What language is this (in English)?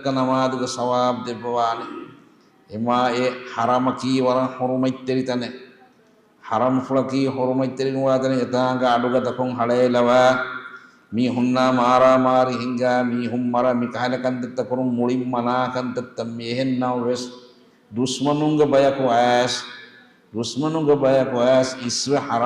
Divehi